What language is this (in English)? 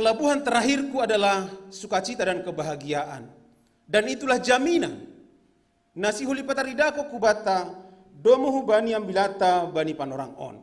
Batak Simalungun